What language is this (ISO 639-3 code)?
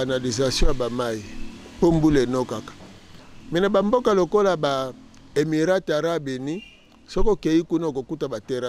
lin